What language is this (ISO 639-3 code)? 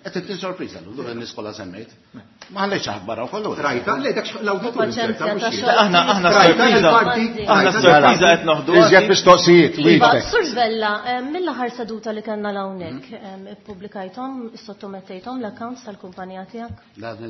mlt